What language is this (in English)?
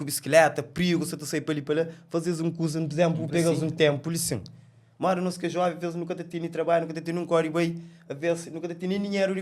Kabuverdianu